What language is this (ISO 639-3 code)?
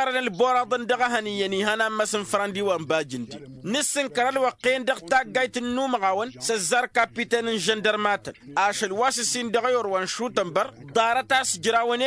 taq